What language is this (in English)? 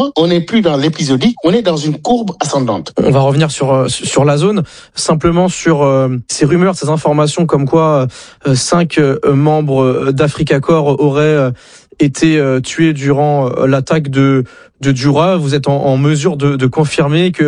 French